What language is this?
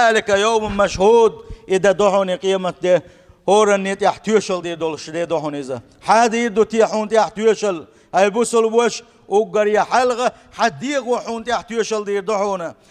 Chechen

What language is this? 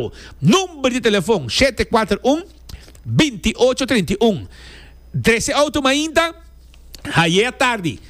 Papiamento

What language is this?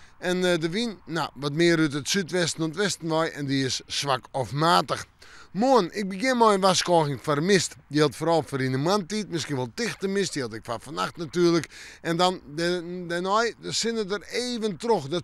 Western Frisian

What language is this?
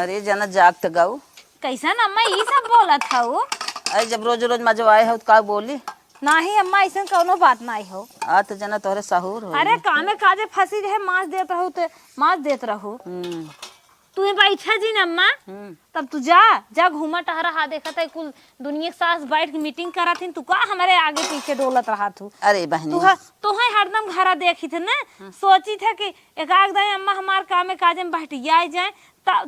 Awadhi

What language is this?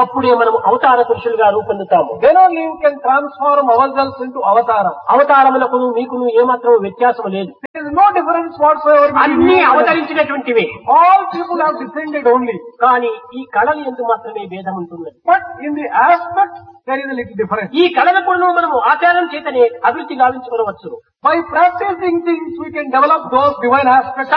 Telugu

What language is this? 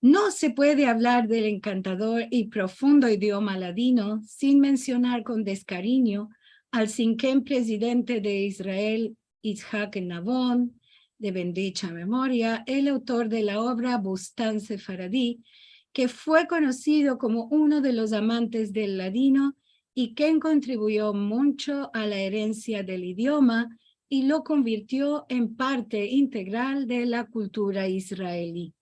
Ladino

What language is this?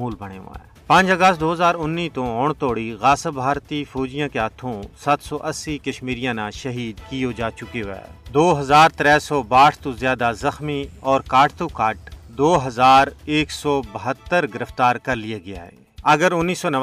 Gujari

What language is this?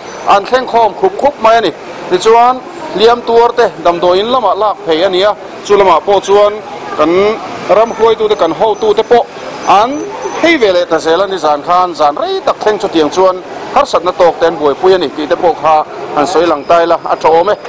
Mizo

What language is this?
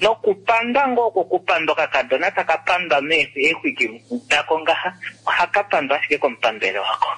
Kuanyama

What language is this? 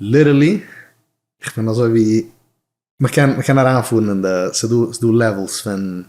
Yiddish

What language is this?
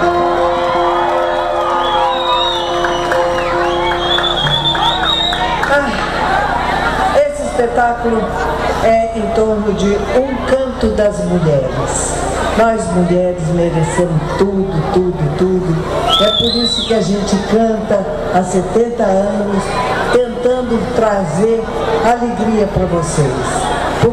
Portuguese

